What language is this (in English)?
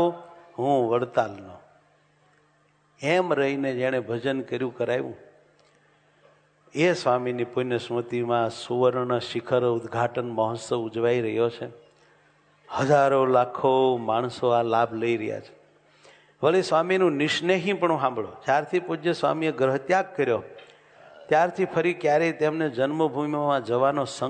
Gujarati